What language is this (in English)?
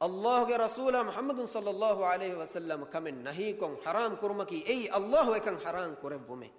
Divehi